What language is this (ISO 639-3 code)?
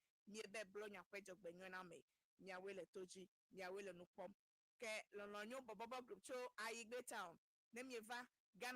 ewe